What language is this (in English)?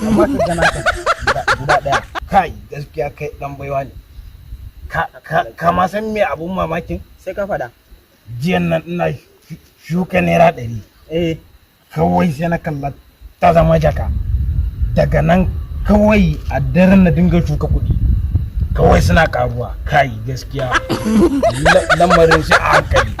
Hausa